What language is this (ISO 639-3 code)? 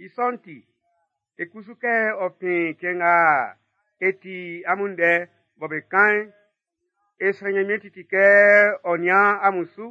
bci